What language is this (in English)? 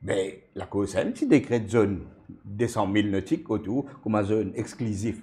Morisyen